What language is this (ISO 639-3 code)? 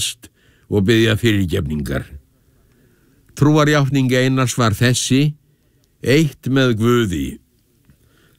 isl